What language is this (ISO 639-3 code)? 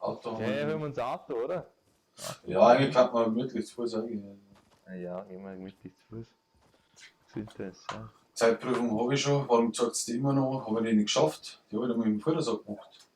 bar